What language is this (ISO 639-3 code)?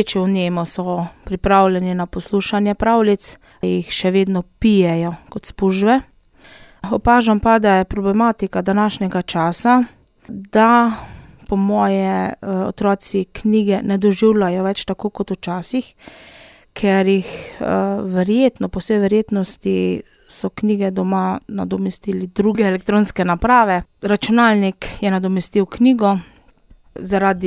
slv